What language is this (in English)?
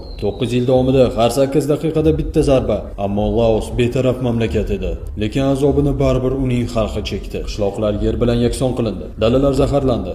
Uzbek